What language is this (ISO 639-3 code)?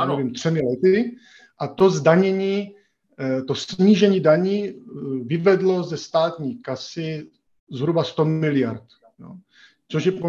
ces